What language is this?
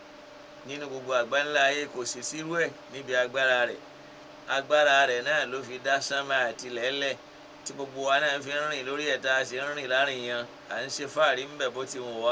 Yoruba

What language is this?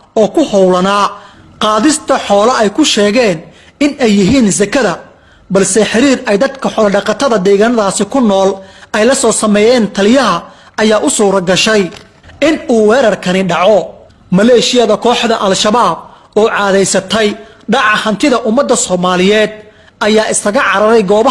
Somali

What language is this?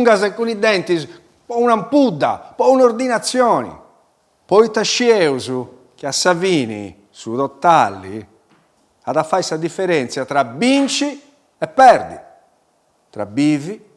Sardinian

